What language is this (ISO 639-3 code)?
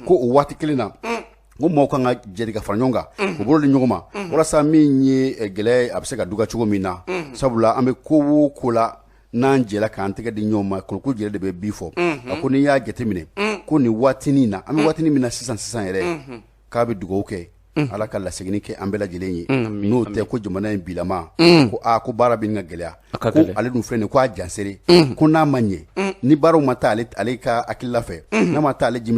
bam